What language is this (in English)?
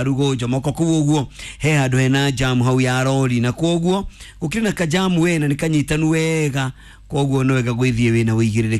Kikuyu